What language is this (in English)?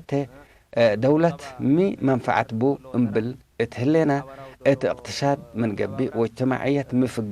Tigre